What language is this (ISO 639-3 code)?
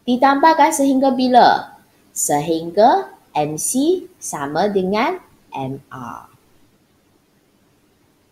msa